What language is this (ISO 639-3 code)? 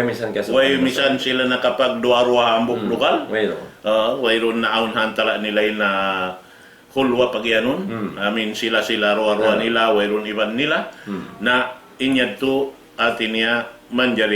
tsg